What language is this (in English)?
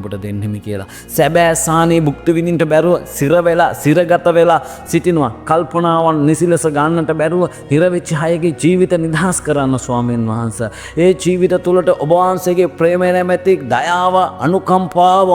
Sinhala